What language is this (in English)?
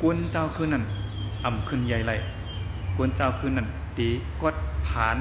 Shan